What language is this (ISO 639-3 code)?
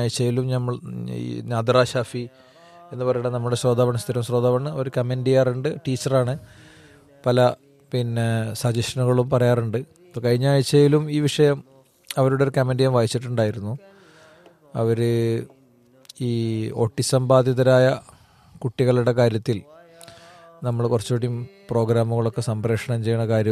mal